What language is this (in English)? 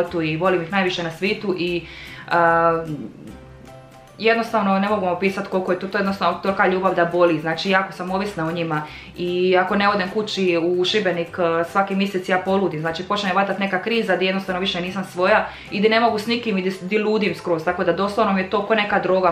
Croatian